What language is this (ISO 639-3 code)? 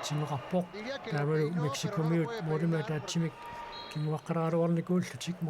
kal